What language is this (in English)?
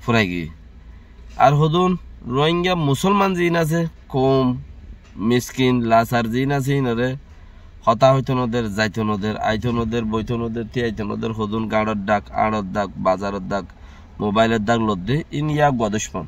Rohingya